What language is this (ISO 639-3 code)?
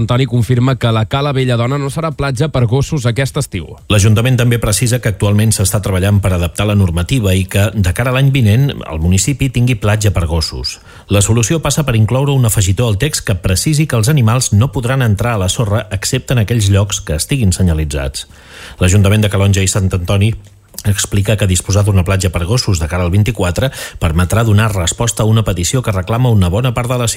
cat